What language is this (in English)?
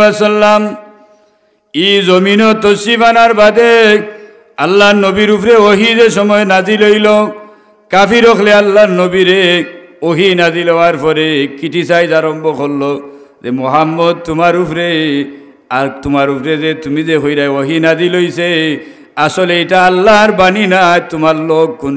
Sylheti